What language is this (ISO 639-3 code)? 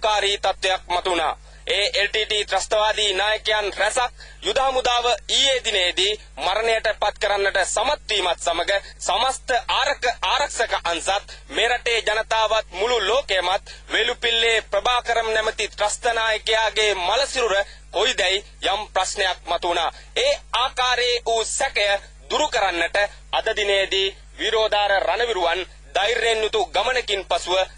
sin